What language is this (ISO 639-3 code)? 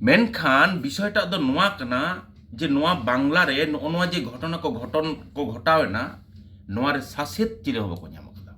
sat